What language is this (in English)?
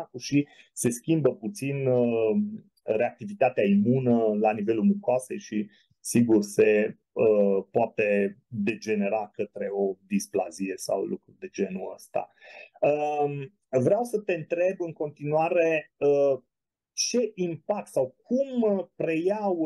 Romanian